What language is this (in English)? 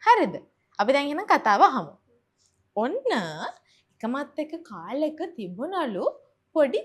Sinhala